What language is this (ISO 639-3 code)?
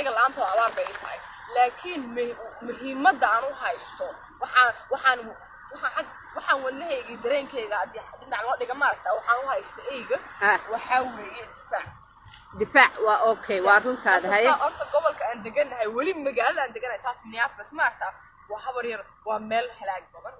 som